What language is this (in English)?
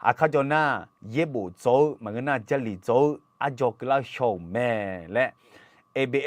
Akha